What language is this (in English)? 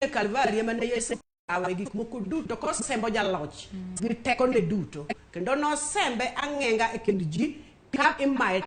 Luo (Kenya and Tanzania)